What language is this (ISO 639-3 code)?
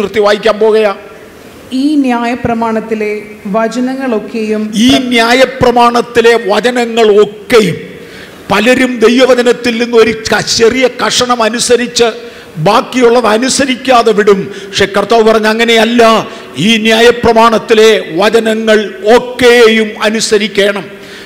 mal